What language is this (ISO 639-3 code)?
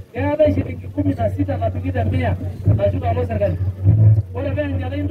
mas